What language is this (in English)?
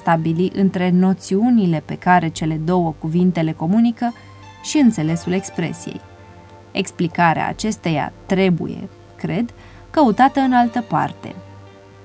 Romanian